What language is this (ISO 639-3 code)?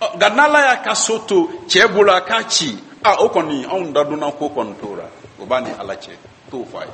bam